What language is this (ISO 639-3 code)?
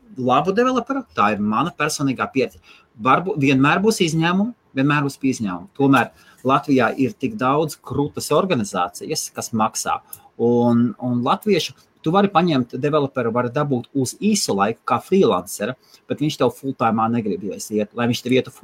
lav